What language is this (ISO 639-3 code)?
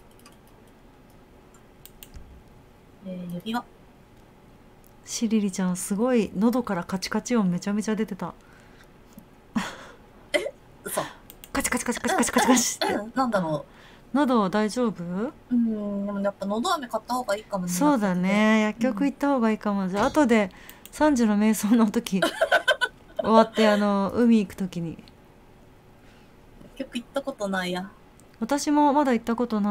jpn